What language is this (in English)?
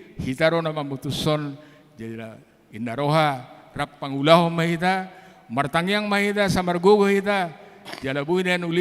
Batak Toba